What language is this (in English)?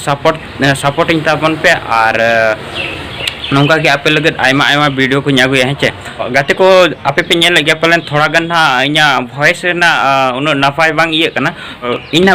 Santali